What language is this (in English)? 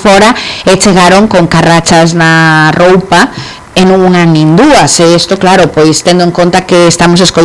Galician